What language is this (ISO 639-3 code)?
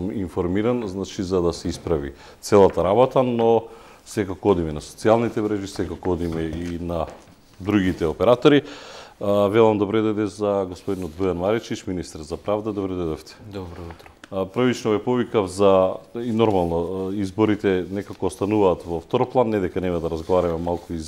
mkd